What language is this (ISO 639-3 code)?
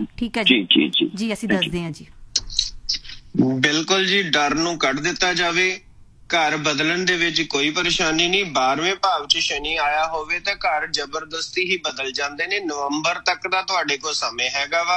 pan